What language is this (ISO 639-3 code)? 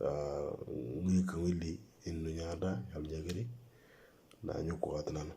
mor